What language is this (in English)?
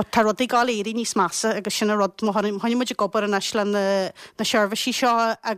Irish